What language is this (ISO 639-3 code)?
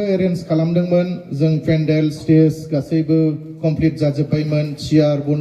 brx